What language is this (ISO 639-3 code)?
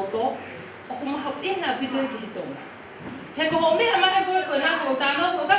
ton